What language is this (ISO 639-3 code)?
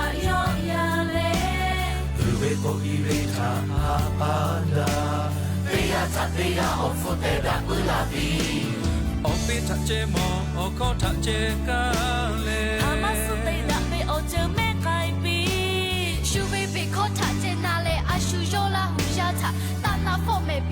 lhu